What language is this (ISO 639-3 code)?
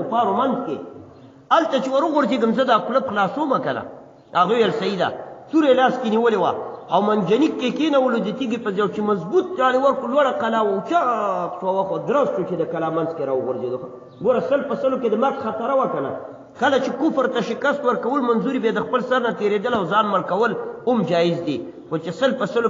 pus